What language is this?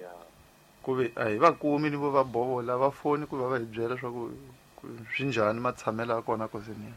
Tsonga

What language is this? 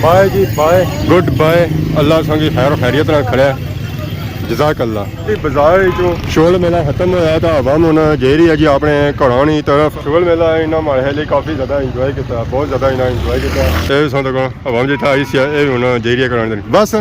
Pahari-Potwari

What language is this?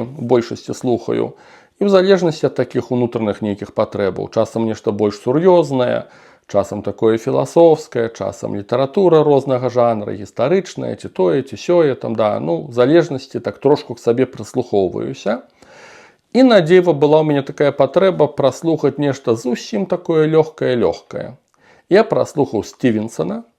Belarusian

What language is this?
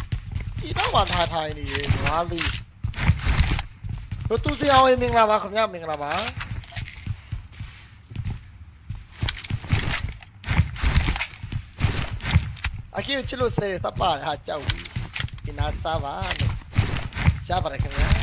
Burmese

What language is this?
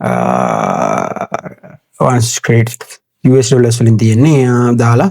Sinhala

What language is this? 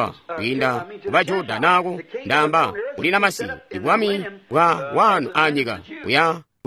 Tonga (Zambia)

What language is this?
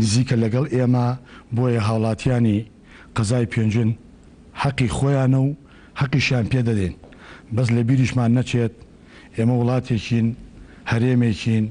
Central Kurdish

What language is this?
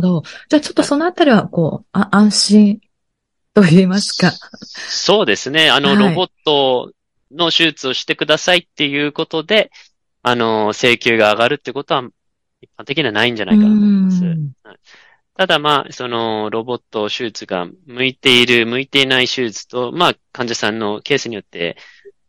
Japanese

